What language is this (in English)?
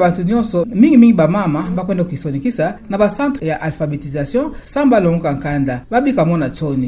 Kituba (Democratic Republic of Congo)